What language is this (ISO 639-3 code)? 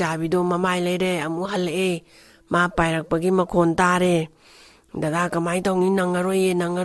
mni